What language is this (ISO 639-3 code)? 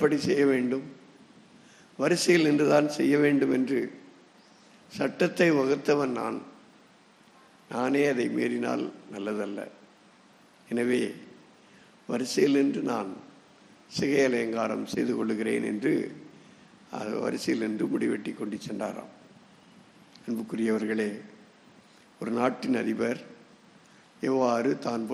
tam